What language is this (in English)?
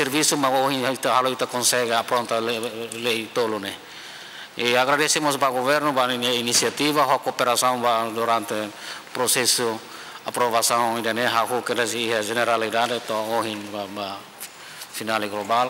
Tetum